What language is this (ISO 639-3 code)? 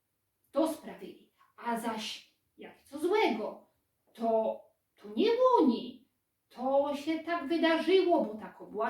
szl